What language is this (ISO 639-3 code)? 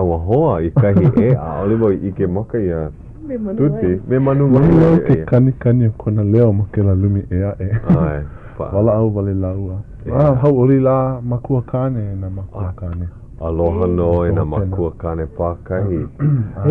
haw